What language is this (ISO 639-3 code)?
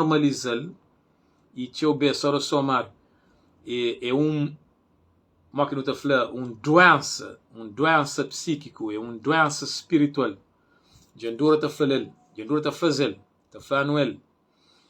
kea